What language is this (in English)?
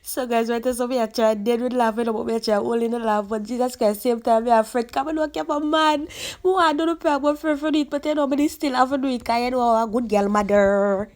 Jamaican Creole English